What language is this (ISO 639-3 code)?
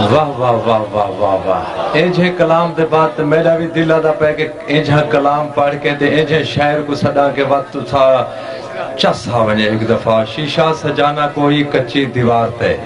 skr